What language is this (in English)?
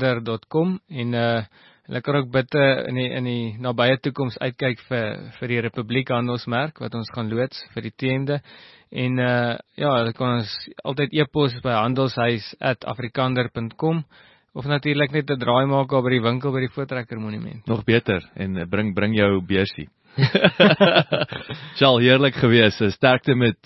Afrikaans